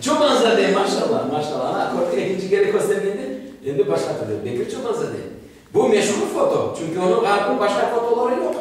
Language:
Crimean Tatar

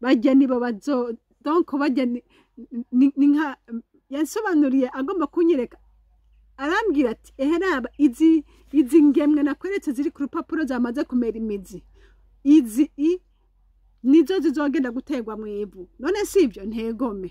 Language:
Rundi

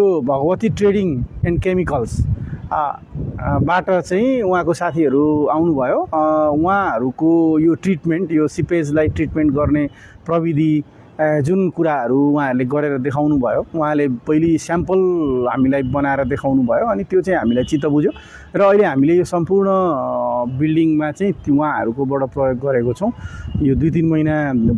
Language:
Nepali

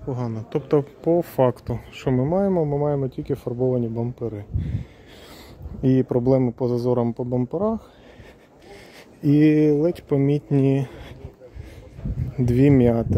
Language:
Ukrainian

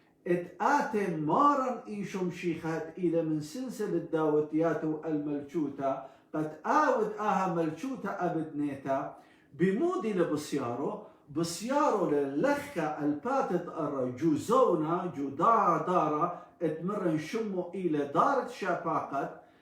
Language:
Assyrian Neo-Aramaic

